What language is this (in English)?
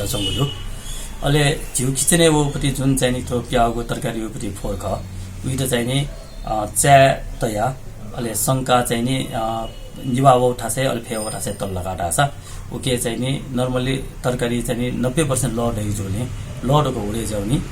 Newari